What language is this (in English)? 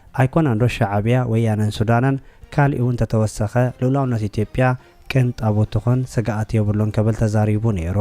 Tigrinya